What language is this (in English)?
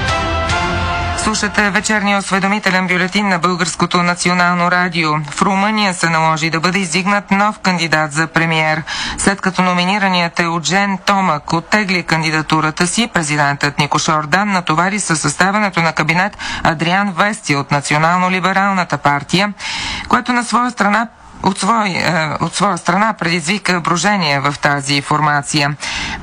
Bulgarian